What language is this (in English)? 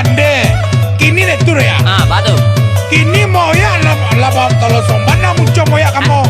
Minangkabau